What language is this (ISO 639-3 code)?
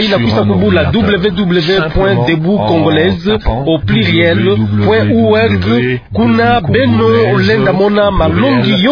ktu